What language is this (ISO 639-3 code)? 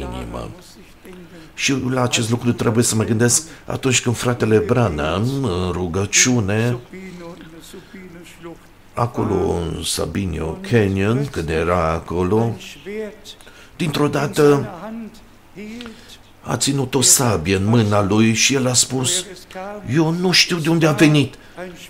ron